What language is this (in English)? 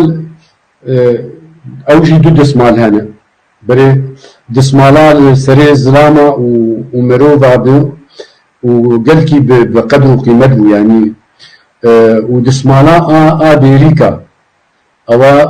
Kurdish